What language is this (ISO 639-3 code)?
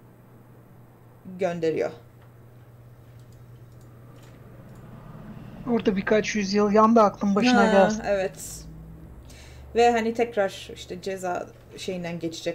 tur